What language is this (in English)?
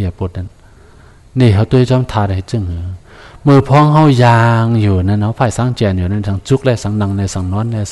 Shan